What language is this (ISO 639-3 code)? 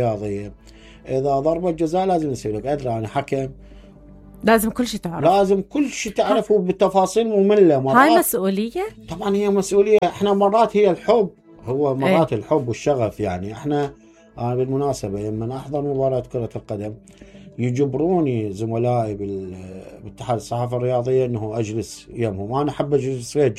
acm